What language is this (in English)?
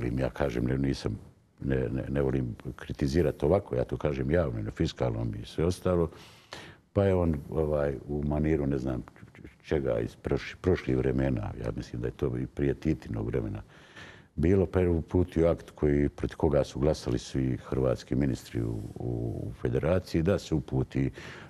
Bosnian